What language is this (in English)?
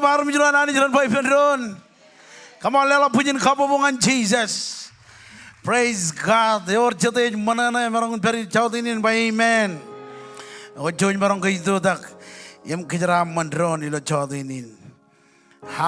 Marshallese